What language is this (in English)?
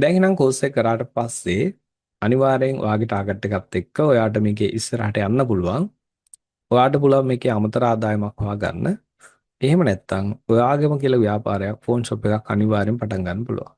Sinhala